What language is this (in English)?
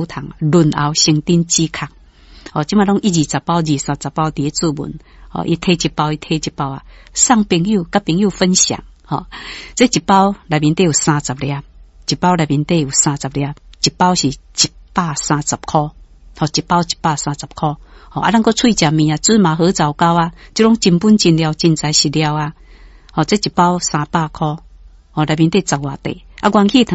Min Nan Chinese